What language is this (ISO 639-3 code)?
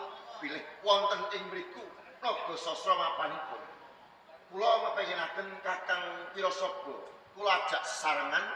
jav